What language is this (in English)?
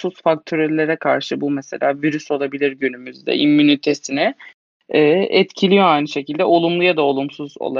Turkish